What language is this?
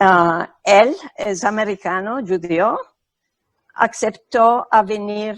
Ladino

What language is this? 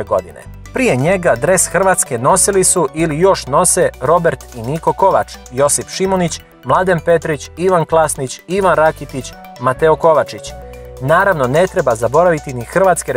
Croatian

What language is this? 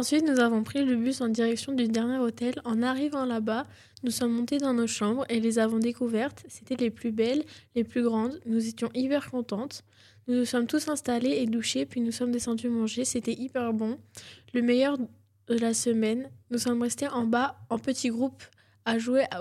French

